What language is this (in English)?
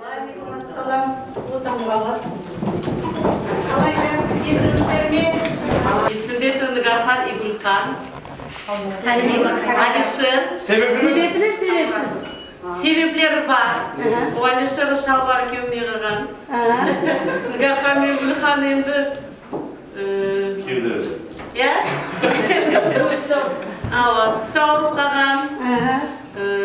Kazakh